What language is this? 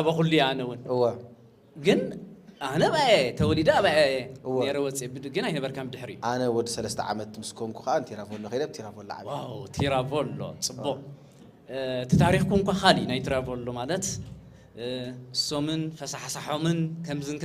Tigrinya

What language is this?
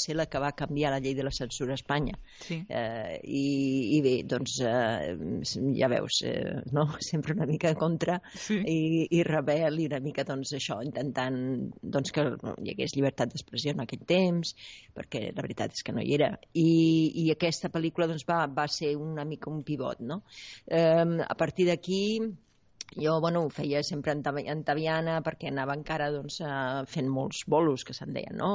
Catalan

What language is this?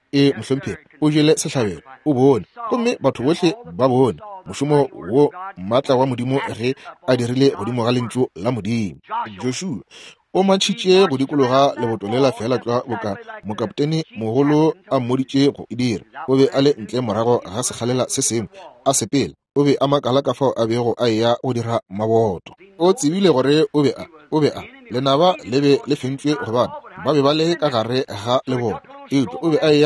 Northern Sotho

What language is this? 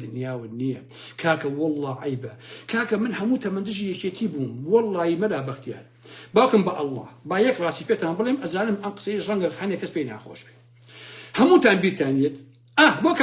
Central Kurdish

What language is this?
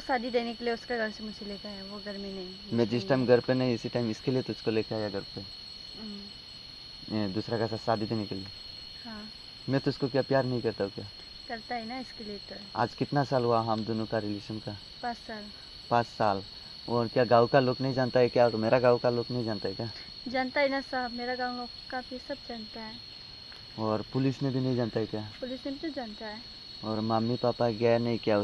Riang (India)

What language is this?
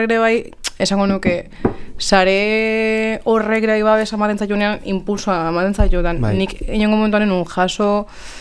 Basque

